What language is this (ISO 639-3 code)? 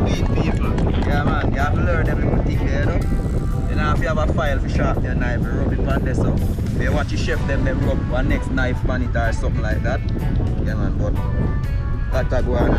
jam